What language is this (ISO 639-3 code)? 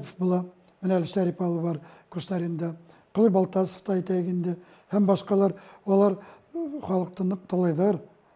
bak